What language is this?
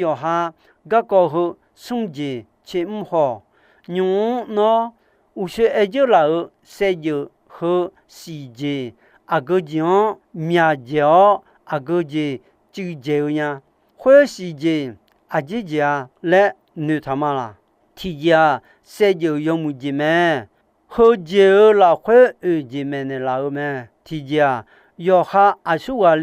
Akha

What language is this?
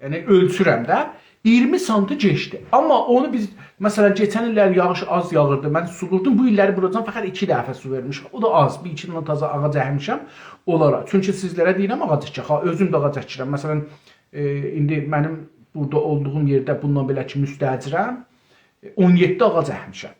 South Azerbaijani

